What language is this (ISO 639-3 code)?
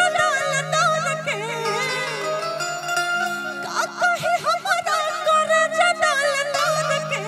bho